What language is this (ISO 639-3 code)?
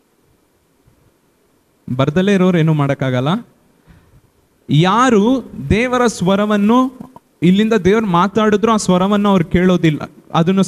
kan